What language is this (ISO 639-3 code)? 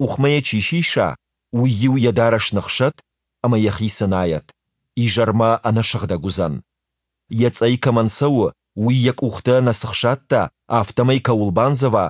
oss